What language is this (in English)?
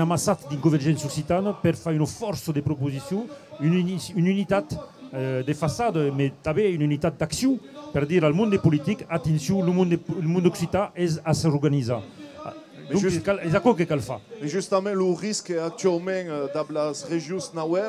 Occitan